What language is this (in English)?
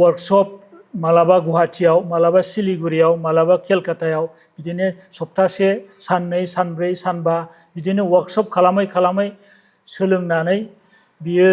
Bodo